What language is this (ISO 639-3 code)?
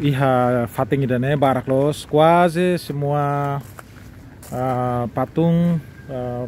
tet